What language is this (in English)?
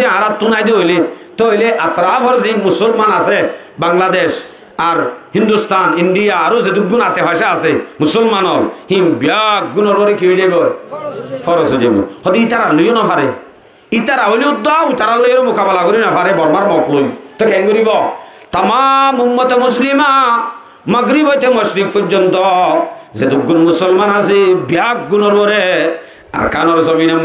Rohingya